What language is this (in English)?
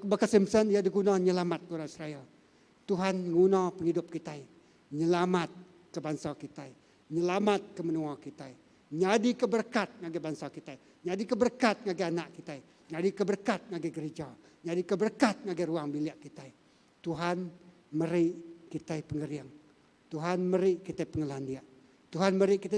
Iban